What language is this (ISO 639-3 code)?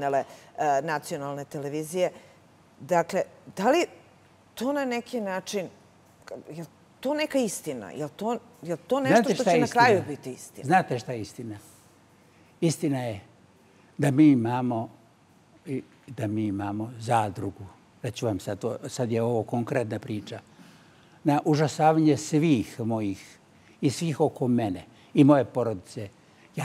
srp